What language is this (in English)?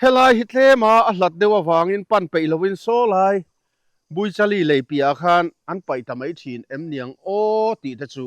Mizo